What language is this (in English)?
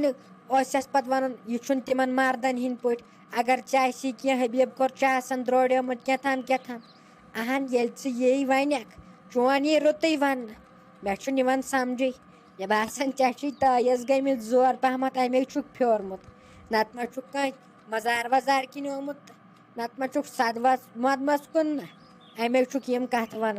Kashmiri